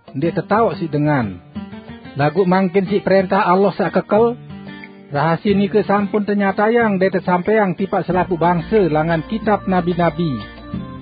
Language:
Sasak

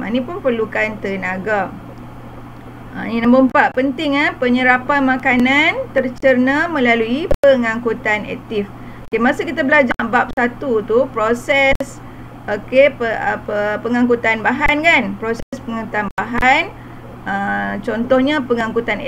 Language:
Malay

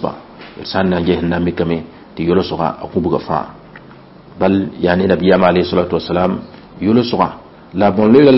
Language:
Mossi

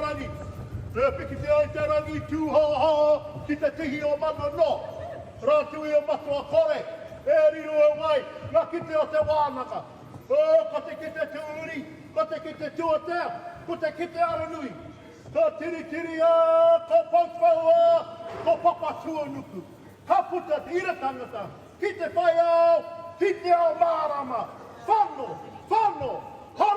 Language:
Māori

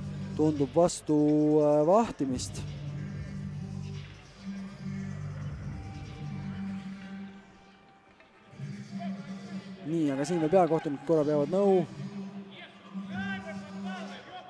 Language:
Estonian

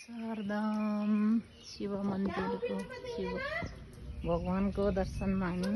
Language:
Nepali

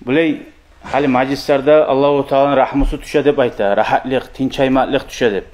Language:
Kumyk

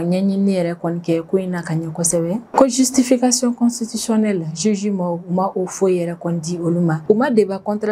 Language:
Bambara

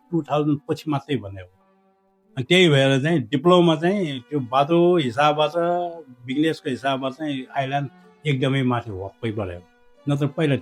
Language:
Nepali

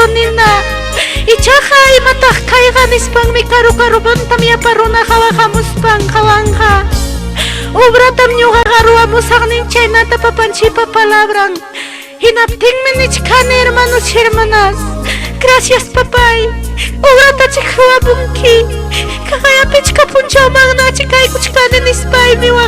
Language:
Ayacucho Quechua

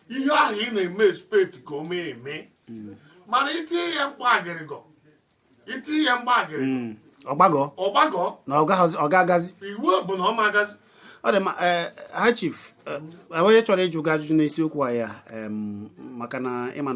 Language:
Igbo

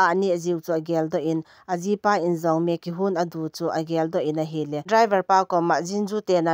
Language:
Thado Chin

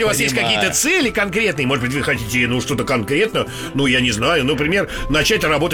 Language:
Russian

